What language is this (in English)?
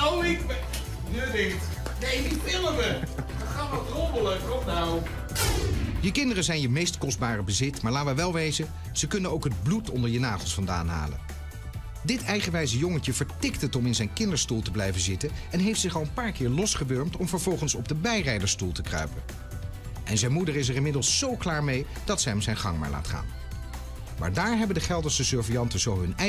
Dutch